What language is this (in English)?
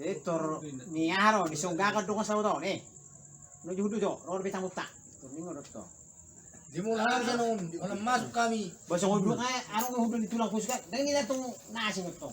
Batak Toba